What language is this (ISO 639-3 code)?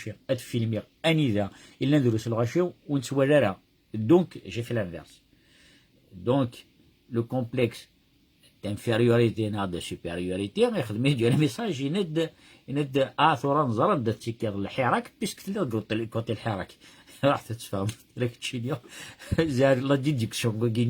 kab